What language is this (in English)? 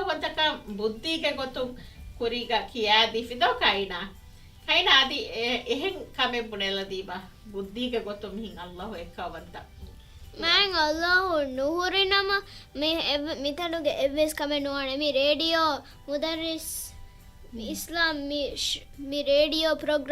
Divehi